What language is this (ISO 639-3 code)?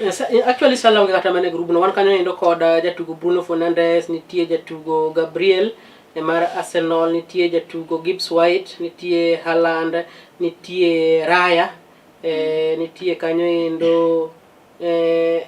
luo